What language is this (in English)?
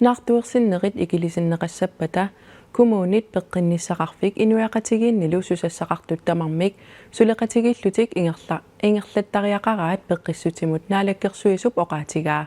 Kalaallisut